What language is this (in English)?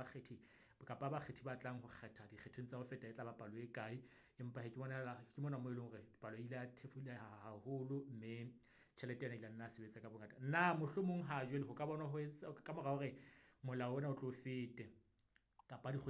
Southern Sotho